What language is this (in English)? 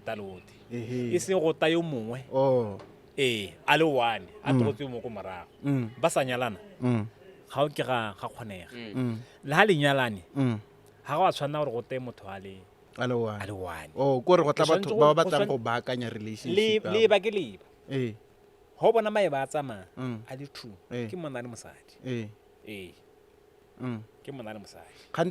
Tswana